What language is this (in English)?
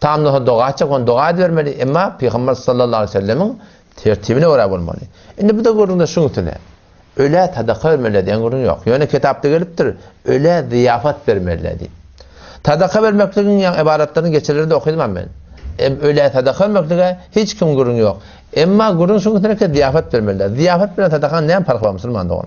Turkmen